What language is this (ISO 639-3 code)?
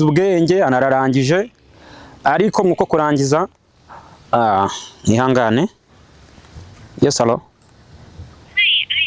kin